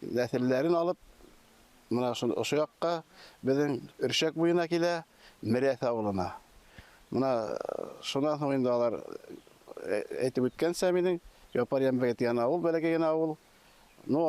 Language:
Bashkir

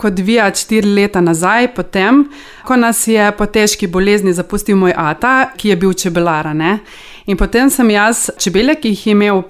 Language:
Slovenian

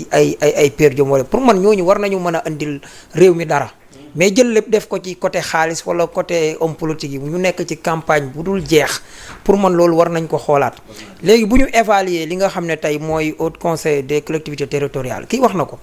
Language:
Wolof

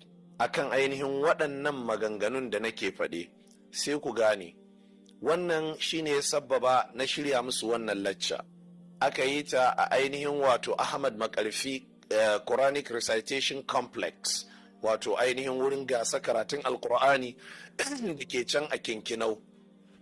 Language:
Hausa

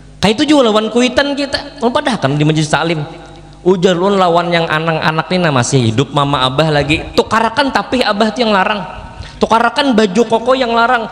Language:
Banjar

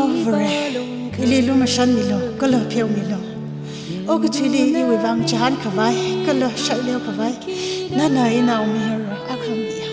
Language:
Tangkhul Naga (India)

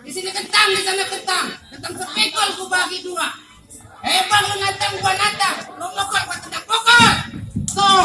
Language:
Betawi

